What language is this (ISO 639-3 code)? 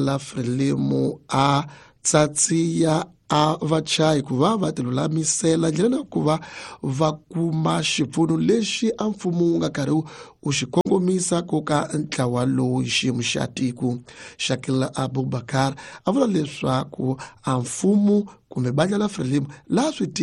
tso